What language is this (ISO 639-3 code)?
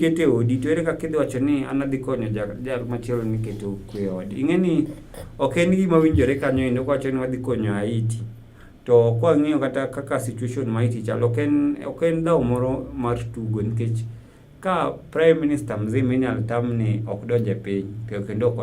luo